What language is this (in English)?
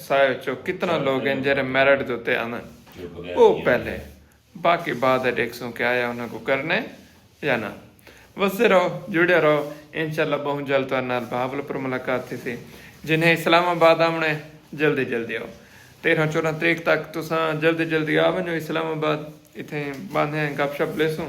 Saraiki